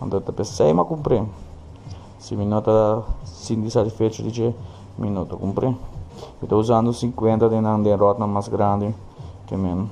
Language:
Papiamento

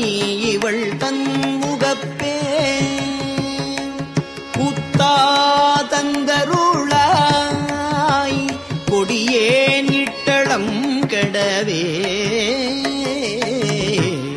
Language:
Tamil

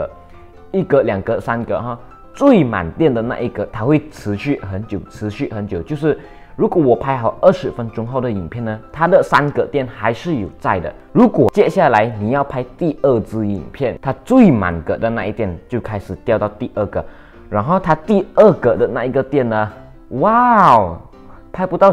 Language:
Chinese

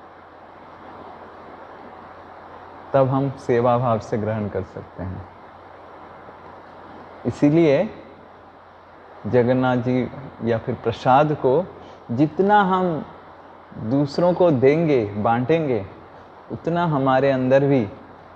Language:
Hindi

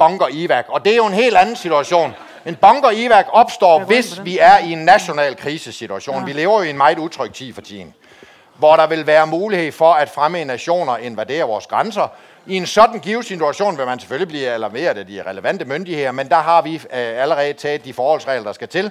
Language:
Danish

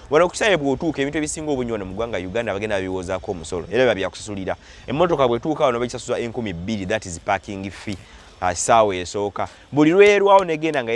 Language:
Ganda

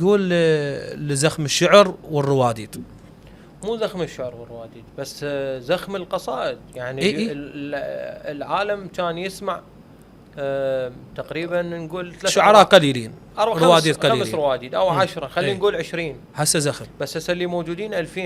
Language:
Mesopotamian Arabic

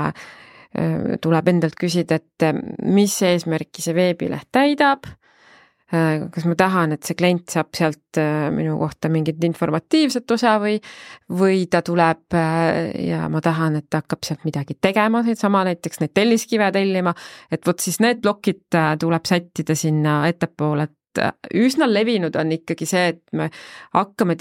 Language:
Estonian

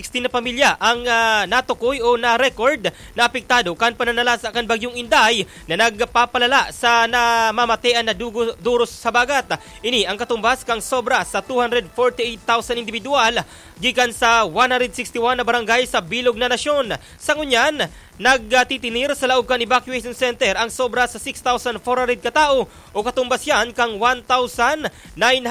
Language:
Bikol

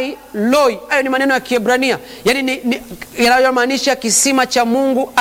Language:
Swahili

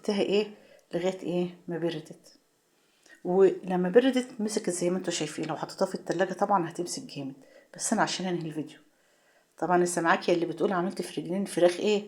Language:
Egyptian Arabic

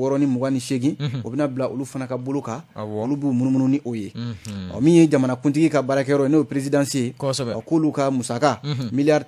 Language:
Bambara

